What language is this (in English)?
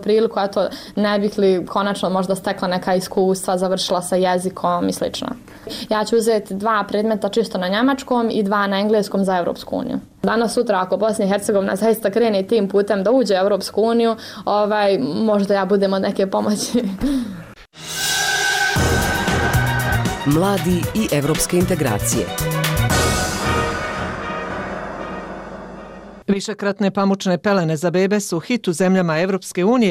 Bosnian